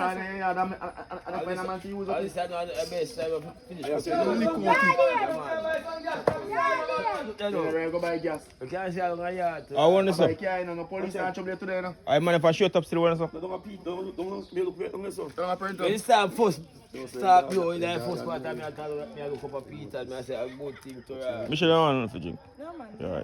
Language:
Jamaican Creole English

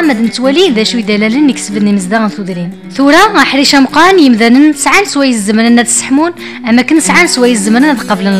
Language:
Kabyle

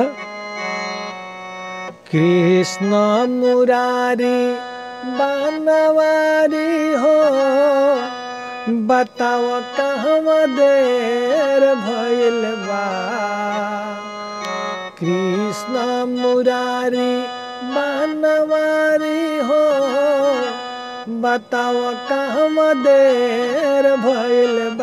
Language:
Bhojpuri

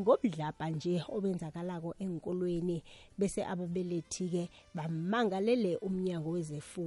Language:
South Ndebele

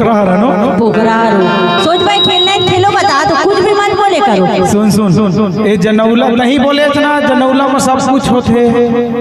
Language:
Chhattisgarhi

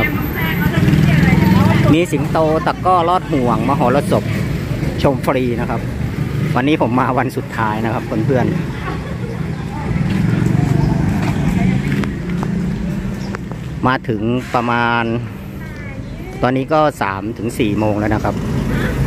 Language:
Thai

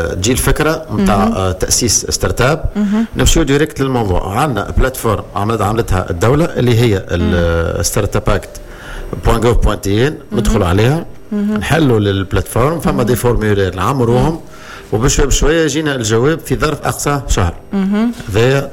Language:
Tunisian Arabic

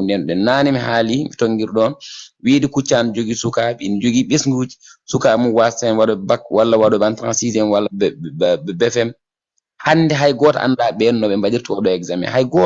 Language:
Fula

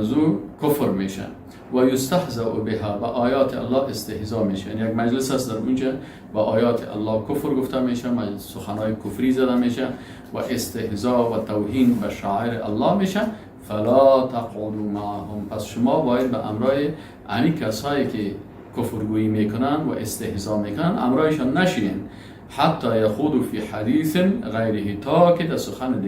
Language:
Persian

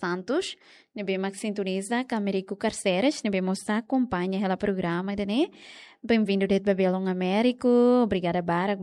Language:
Tetum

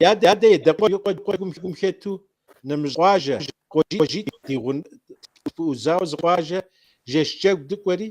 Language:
Kabardian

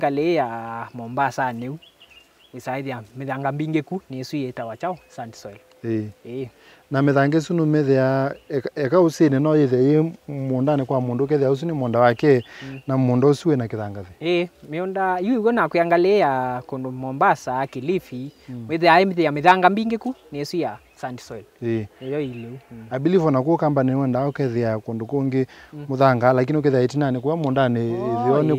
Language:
Kamba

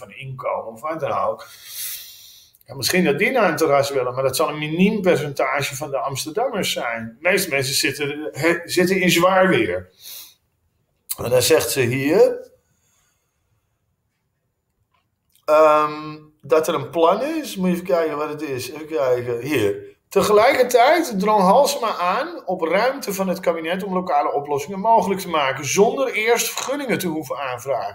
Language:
Dutch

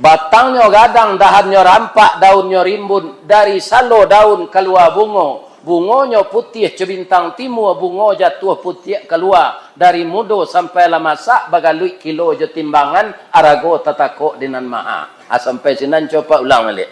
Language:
Minangkabau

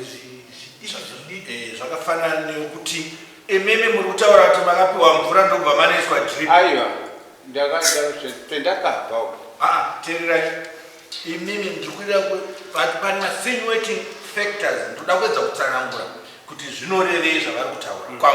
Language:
Shona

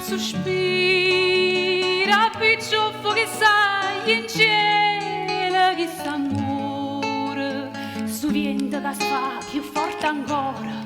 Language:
Neapolitan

